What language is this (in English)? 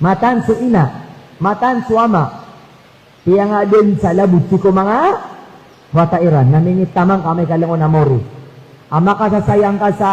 Maranao